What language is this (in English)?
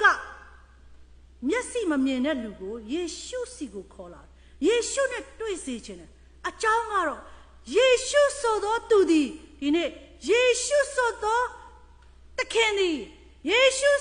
Burmese